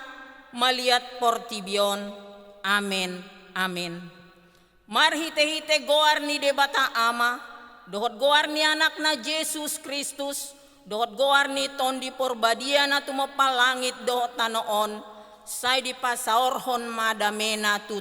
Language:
Batak Toba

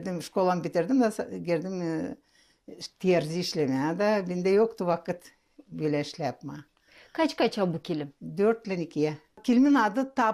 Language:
Gagauz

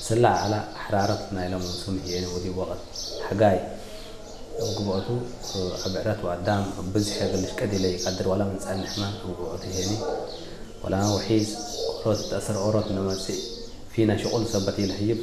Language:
Tigre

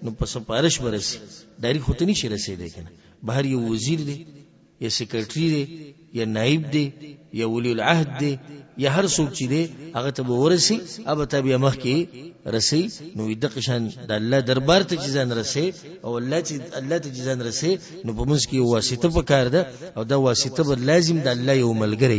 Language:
Pashto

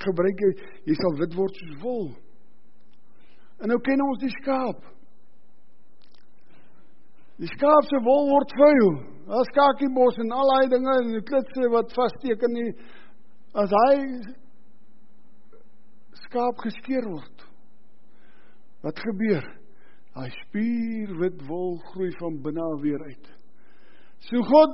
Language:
Afrikaans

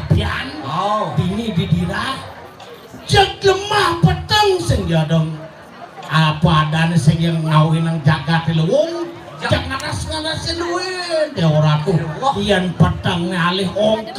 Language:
Balinese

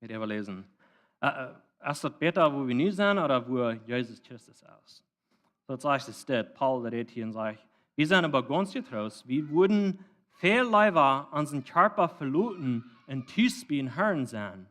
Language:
Plautdietsch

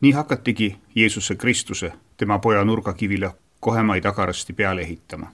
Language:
Estonian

